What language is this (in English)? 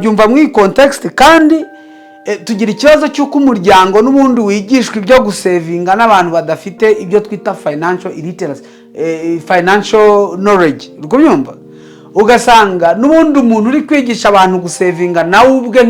Kinyarwanda